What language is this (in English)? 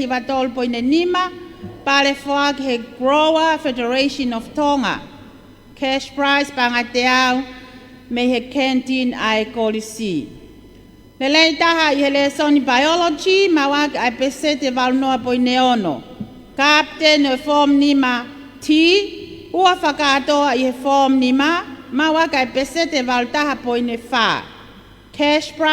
Tongan